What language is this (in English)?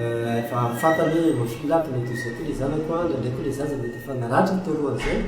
Malagasy